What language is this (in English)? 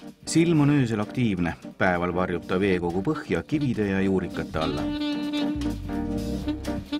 Estonian